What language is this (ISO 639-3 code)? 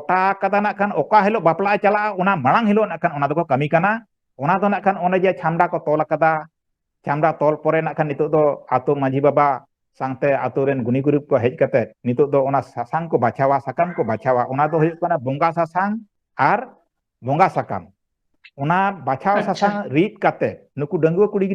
sat